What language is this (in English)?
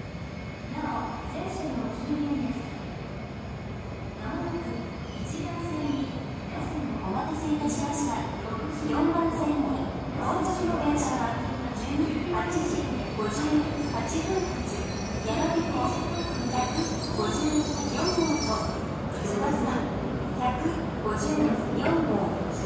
Japanese